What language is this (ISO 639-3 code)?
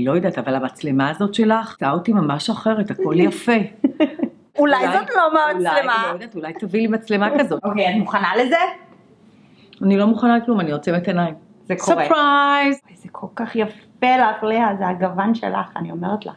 heb